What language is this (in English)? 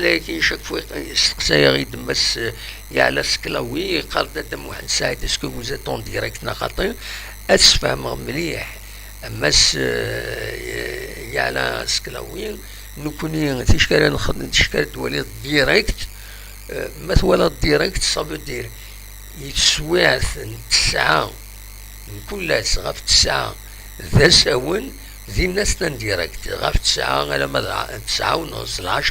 Kabyle